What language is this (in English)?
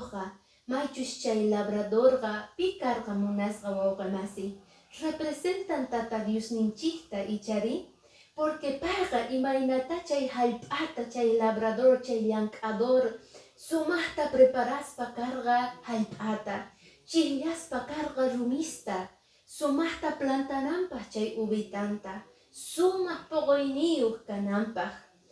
Quechua